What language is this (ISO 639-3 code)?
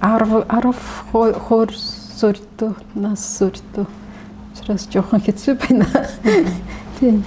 mon